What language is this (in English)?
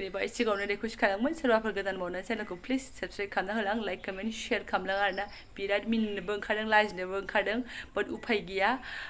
Bodo